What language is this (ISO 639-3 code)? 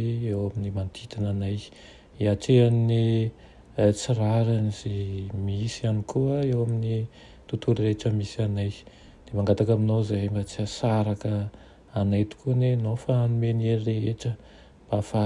mlg